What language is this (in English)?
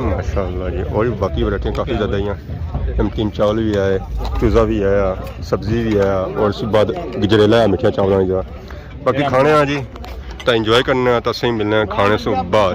Pahari-Potwari